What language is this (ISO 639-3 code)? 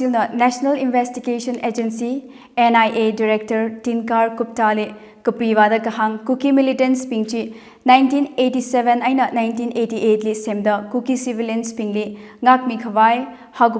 nmf